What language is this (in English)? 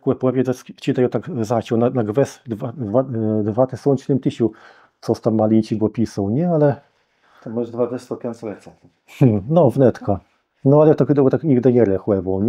Kashubian